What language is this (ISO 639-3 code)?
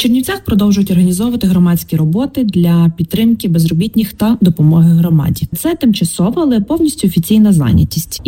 ukr